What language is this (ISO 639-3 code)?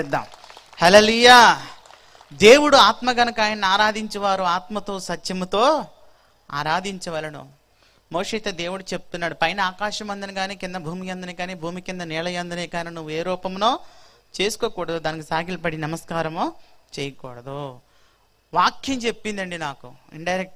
tel